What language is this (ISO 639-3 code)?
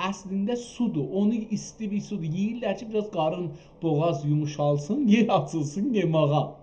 azb